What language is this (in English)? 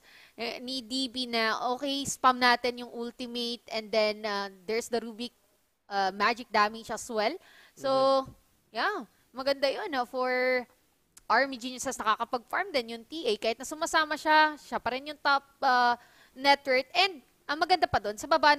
Filipino